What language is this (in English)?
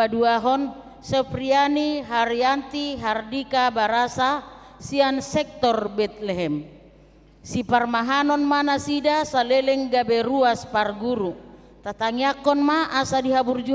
Batak Toba